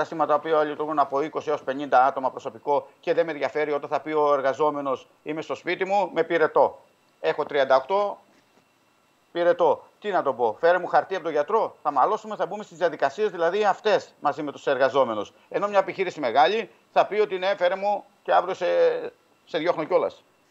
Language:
Greek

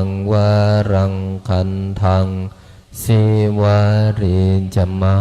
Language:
Pali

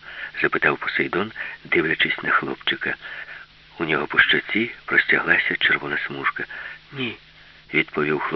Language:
Ukrainian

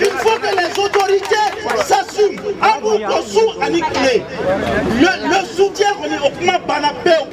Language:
Bambara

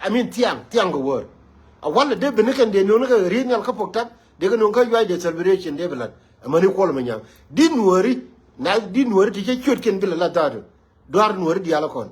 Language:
Nuer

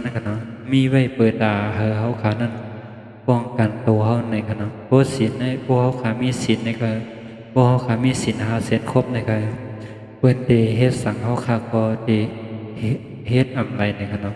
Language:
Shan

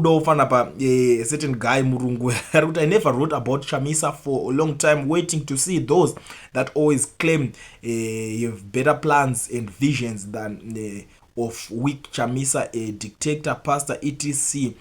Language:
Shona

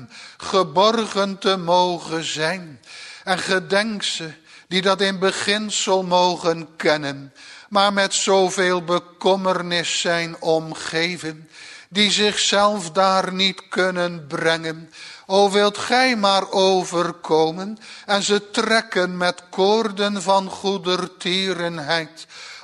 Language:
Dutch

